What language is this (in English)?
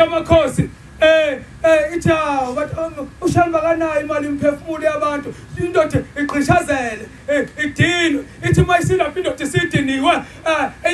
Zulu